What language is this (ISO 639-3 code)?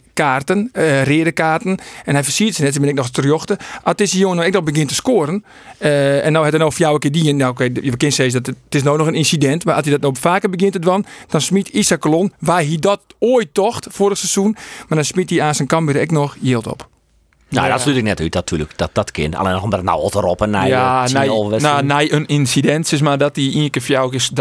fry